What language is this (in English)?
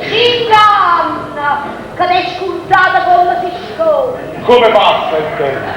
Neapolitan